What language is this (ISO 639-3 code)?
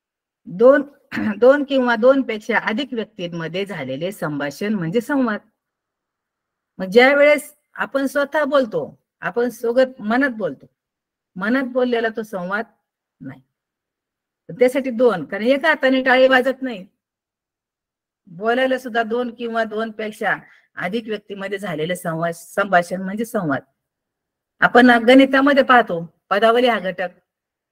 mar